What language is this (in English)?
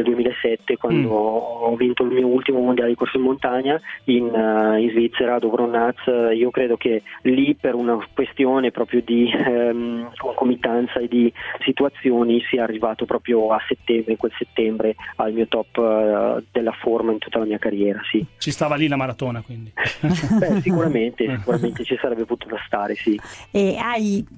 Italian